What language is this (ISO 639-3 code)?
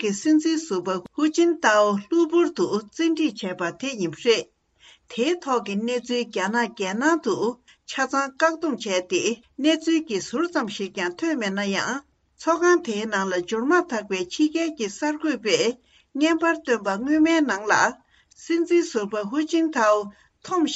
bod